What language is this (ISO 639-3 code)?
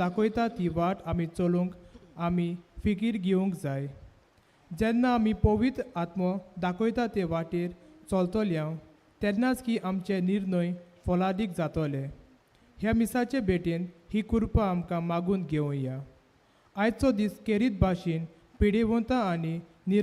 kok